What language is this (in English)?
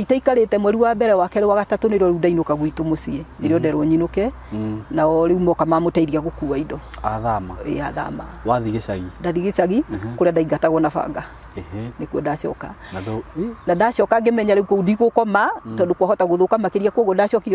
Kikuyu